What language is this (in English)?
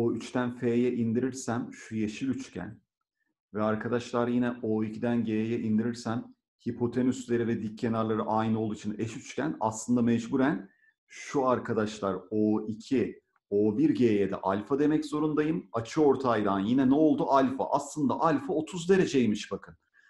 Turkish